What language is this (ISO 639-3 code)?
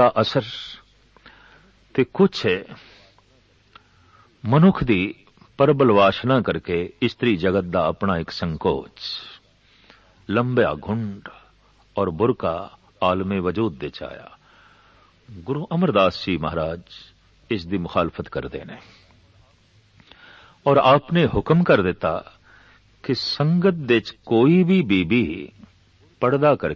pan